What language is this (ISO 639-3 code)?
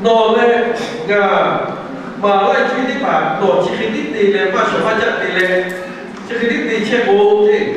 lhu